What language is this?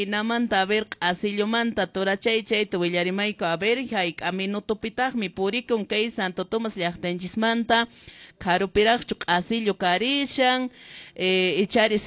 Quechua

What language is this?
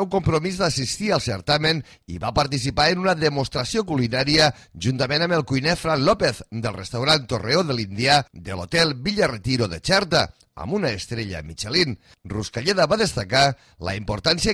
Catalan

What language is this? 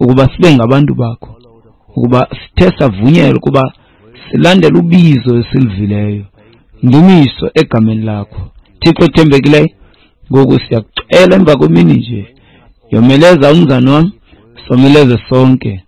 Xhosa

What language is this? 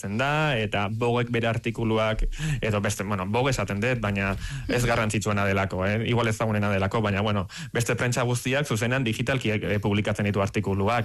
Basque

